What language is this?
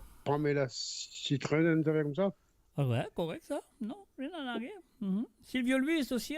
Morisyen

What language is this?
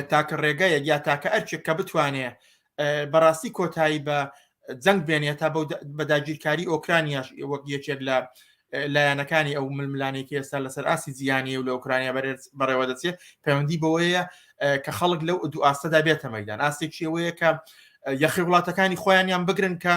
Central Kurdish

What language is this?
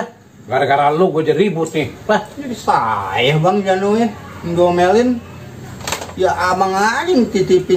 Betawi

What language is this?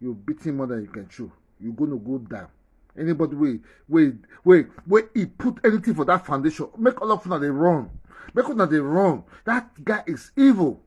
Nigerian Pidgin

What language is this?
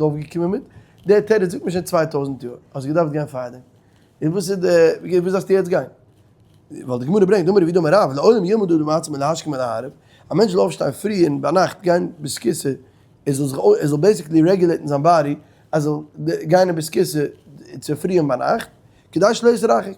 Yiddish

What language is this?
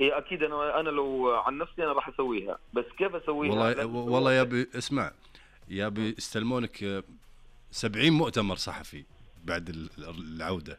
Najdi Arabic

